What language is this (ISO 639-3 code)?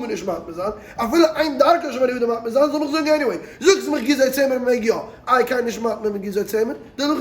yid